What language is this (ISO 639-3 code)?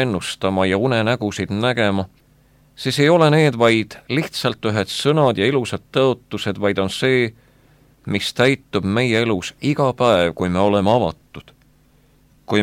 est